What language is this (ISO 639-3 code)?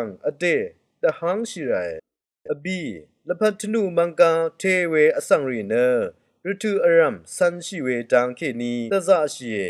raw